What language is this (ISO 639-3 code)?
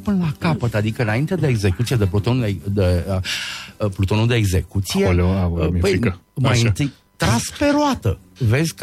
ron